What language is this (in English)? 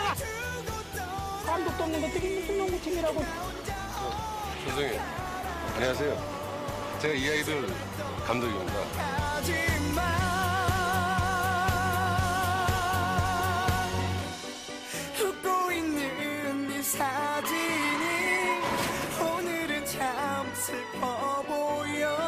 Korean